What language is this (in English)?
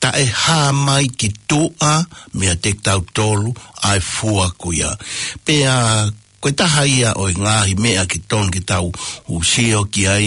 Tongan